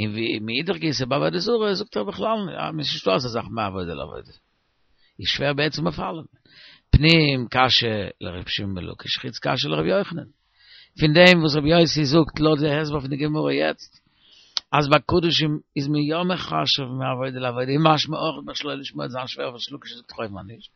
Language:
Yiddish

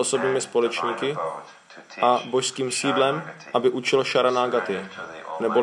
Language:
Czech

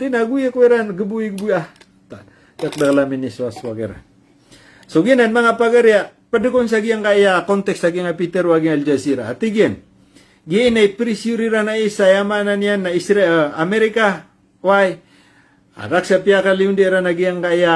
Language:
Maranao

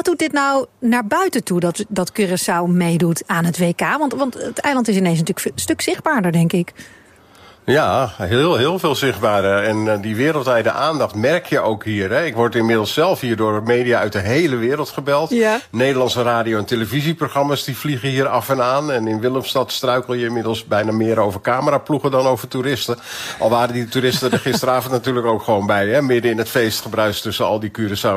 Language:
Dutch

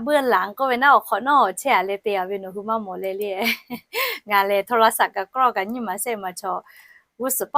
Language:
Lahu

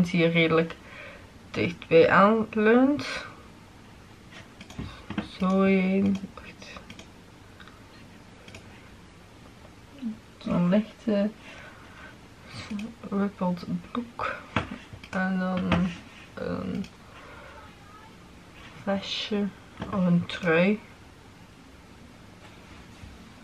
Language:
Dutch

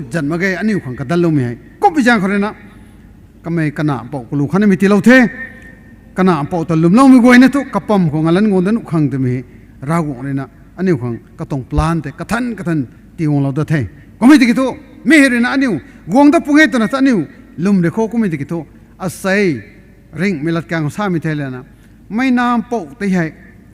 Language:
Rongmei Naga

